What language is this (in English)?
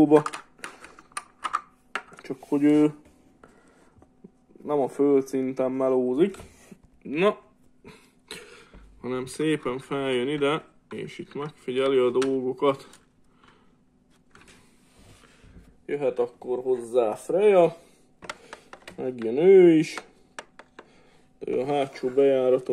Hungarian